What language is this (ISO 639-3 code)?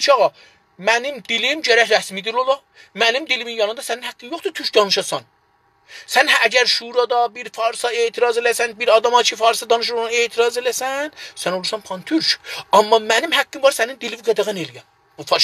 azb